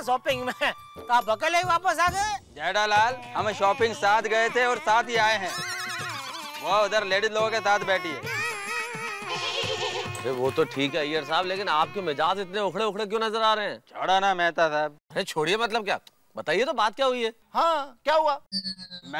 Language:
Hindi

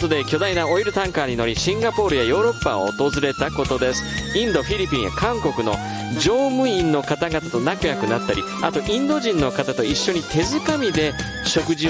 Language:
Japanese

